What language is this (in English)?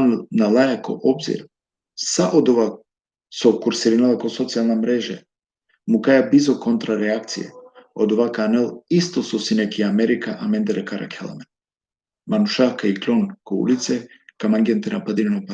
Balkan Romani